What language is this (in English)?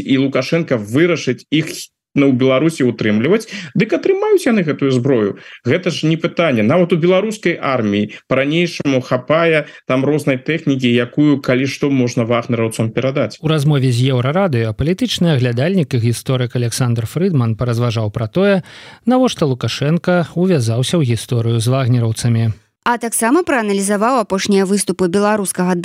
Belarusian